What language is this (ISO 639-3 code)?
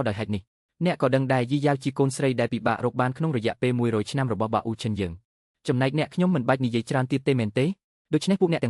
khm